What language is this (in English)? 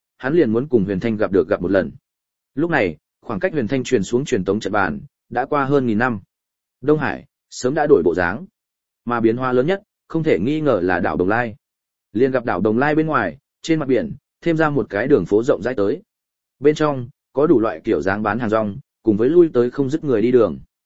Vietnamese